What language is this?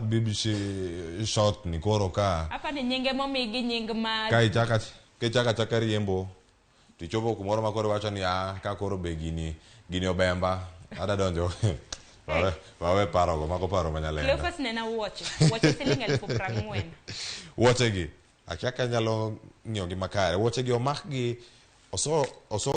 Luo (Kenya and Tanzania)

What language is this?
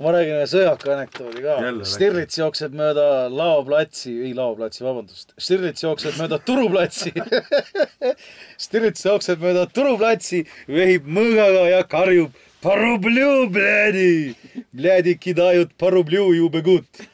Estonian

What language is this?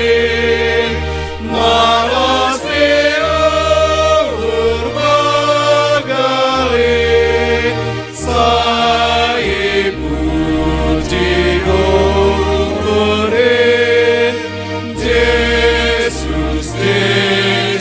Batak Simalungun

